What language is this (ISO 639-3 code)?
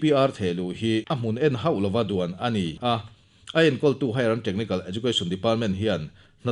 lus